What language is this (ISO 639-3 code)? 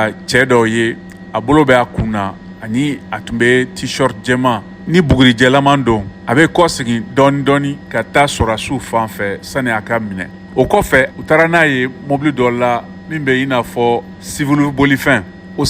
bam